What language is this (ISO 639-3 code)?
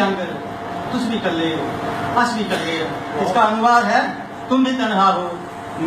doi